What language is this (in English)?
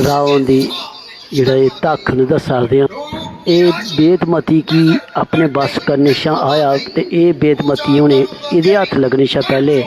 Dogri